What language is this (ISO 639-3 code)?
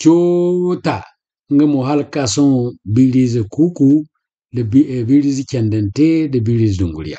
dje